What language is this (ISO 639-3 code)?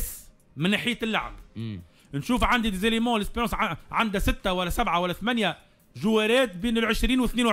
aeb